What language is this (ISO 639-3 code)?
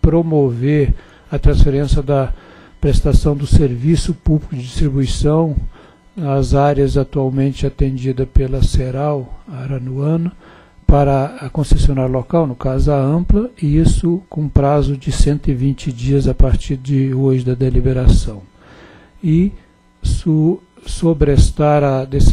por